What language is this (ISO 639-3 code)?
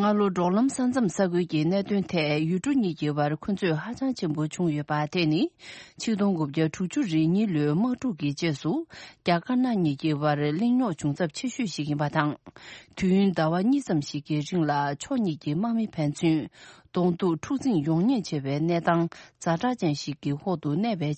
bod